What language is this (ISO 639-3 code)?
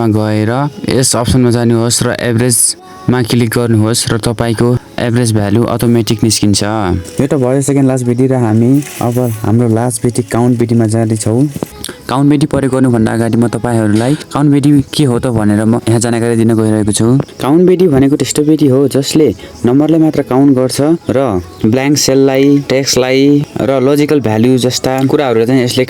nep